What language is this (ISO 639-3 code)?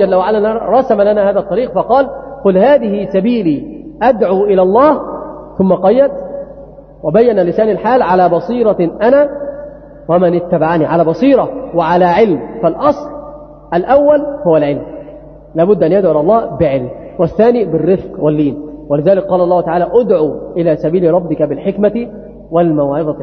ara